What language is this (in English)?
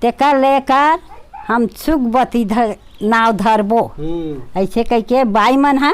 Chhattisgarhi